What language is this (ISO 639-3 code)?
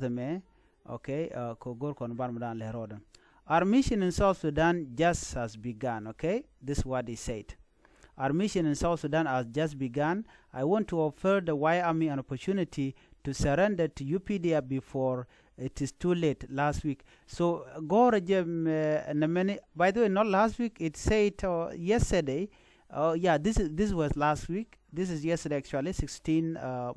nus